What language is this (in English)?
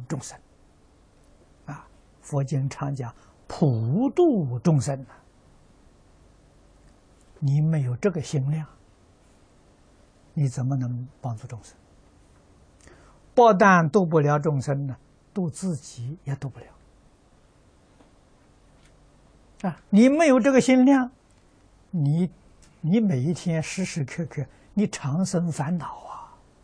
Chinese